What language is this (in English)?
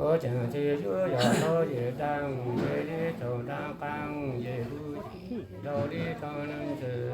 Hmong